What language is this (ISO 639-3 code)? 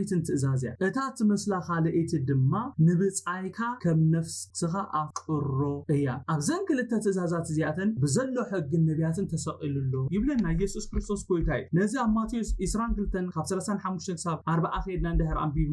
tir